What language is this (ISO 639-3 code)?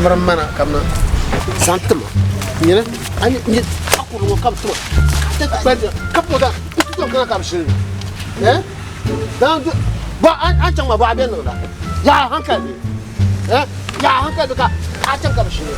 dag